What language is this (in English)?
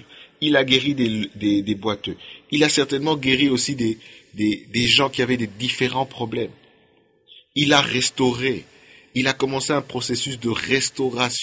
French